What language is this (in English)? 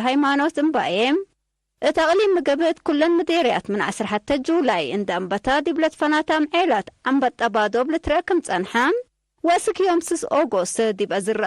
Tigre